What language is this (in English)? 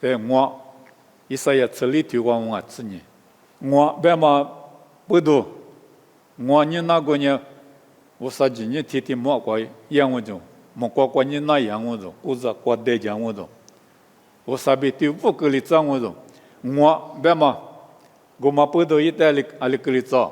Lisu